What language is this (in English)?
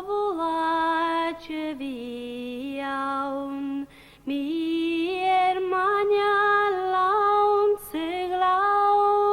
Scottish Gaelic